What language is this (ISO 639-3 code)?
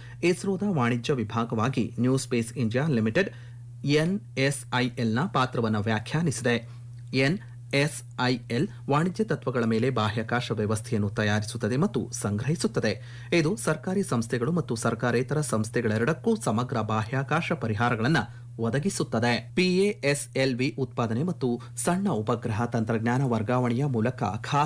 kan